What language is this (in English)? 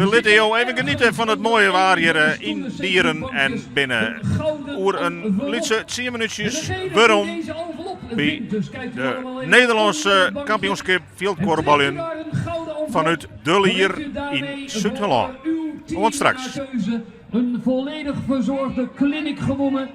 Western Frisian